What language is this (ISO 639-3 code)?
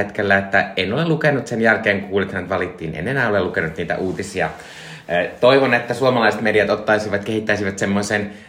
fin